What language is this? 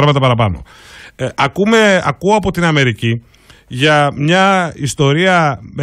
Greek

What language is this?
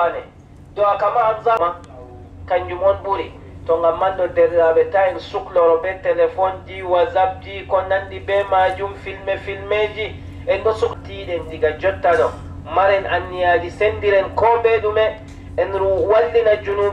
Adamawa Fulfulde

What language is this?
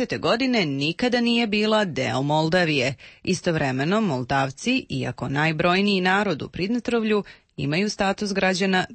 Serbian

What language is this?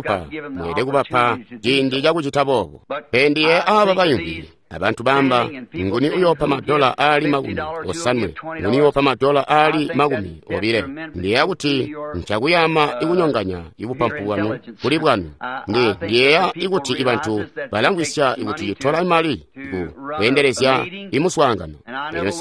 Tonga (Zambia)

